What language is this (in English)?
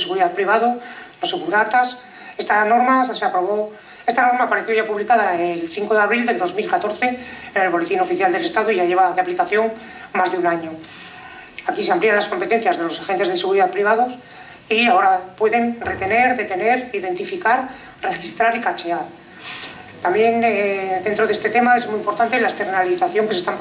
Spanish